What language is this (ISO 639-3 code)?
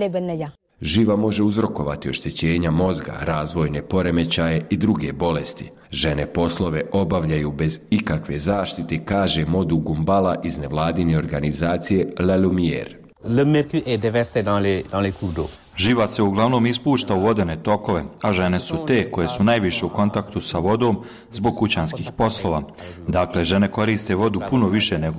bos